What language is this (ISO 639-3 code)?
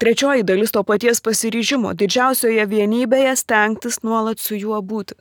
lit